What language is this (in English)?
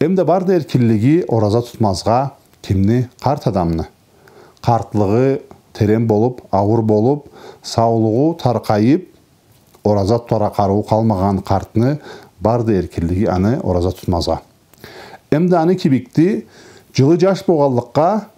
Karachay-Balkar